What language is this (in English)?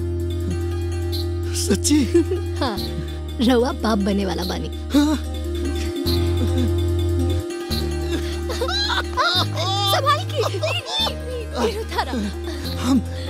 Bhojpuri